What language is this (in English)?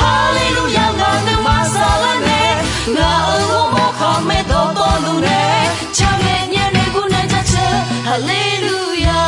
Akha